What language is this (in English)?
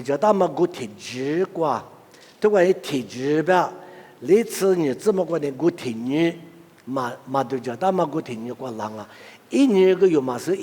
Lisu